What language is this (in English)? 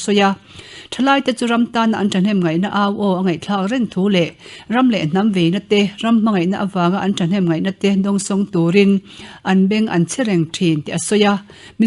Mizo